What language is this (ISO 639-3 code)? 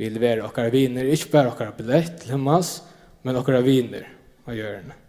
fao